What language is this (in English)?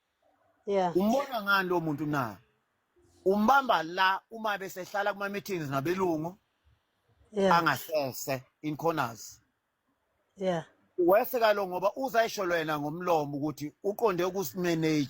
Zulu